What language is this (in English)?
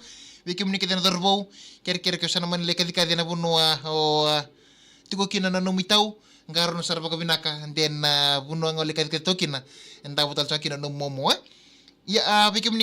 Fijian